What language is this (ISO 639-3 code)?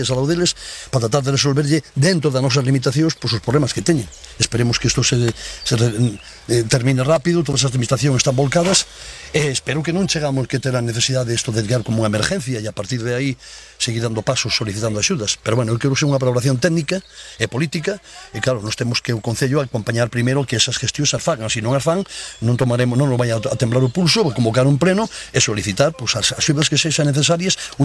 glg